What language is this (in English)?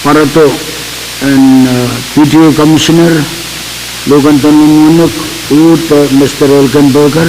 Pohnpeian